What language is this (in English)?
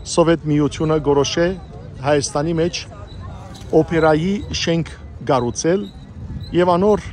Western Armenian